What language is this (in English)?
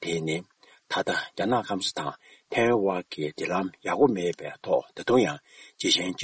Tibetan